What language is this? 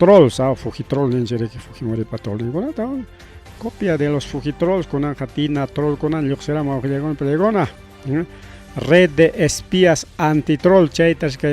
Ayacucho Quechua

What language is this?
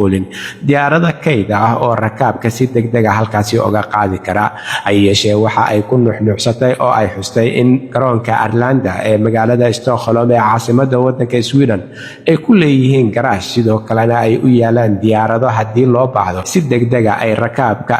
Somali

